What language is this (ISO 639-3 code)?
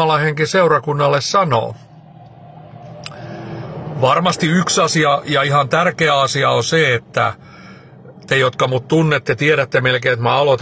fin